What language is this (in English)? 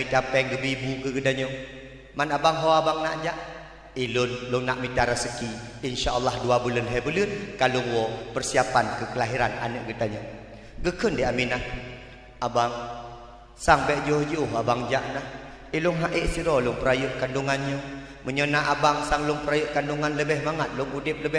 Achinese